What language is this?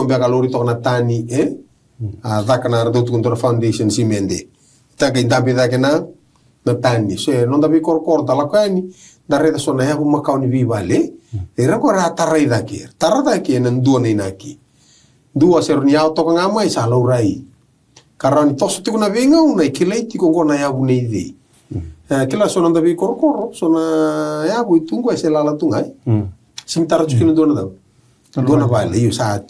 Fijian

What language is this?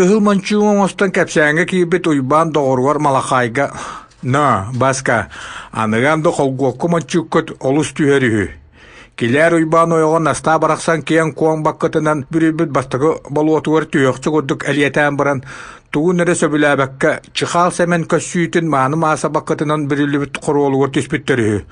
Yakut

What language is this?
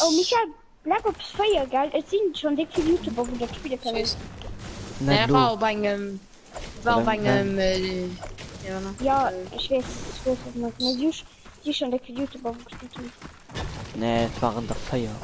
Luxembourgish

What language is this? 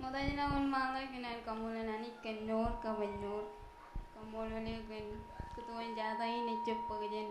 Marshallese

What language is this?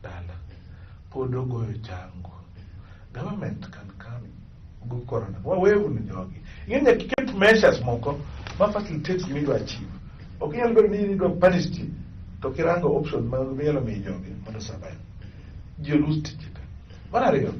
Luo (Kenya and Tanzania)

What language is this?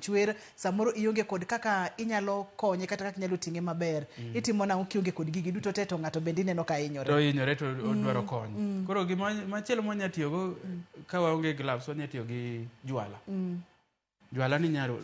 Luo (Kenya and Tanzania)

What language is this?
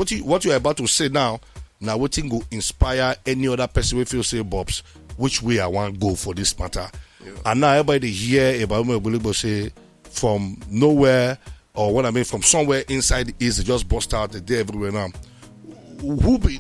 Nigerian Pidgin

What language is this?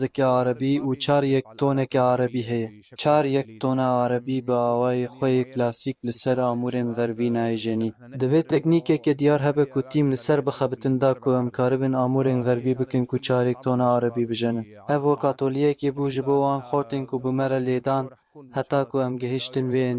Kurdish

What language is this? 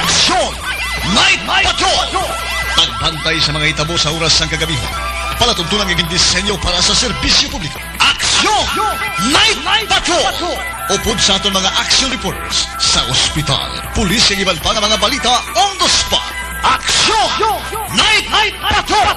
Hiligaynon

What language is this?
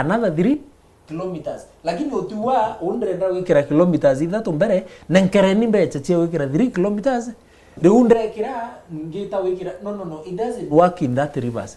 Meru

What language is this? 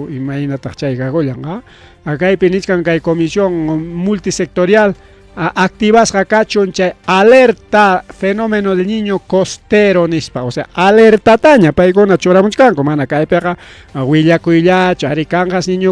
Ayacucho Quechua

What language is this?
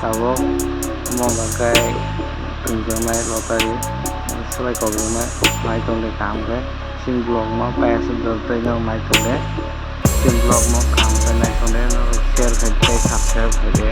Kok Borok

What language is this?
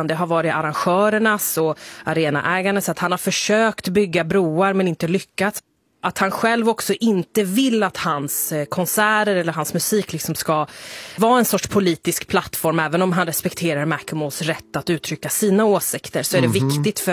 Swedish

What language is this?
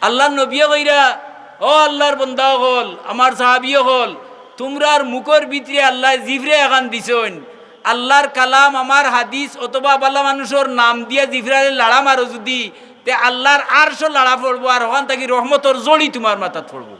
Sylheti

